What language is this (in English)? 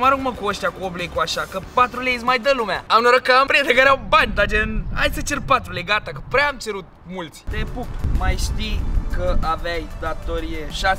Romanian